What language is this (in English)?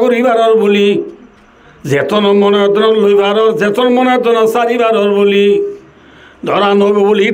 Rohingya